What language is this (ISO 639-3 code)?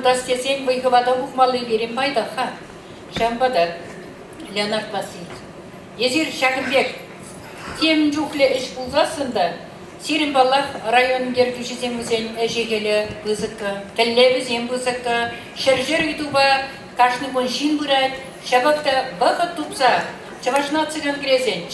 chv